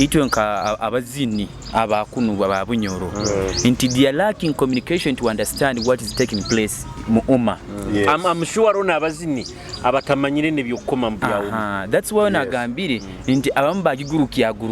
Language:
Nyoro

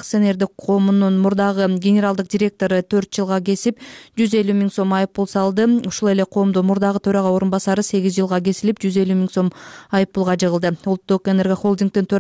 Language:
Kyrgyz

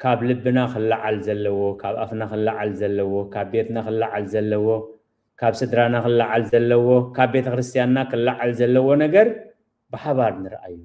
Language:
Tigrinya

